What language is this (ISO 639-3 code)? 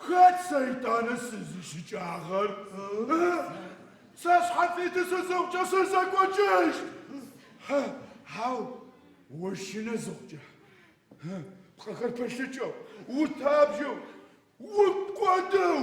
ady